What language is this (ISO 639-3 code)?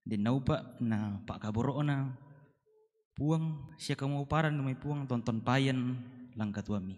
sda